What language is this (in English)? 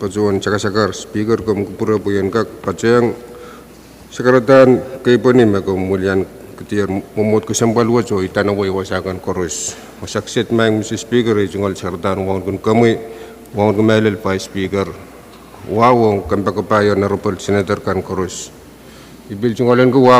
Pohnpeian